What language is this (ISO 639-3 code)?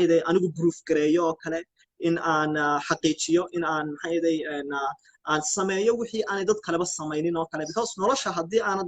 som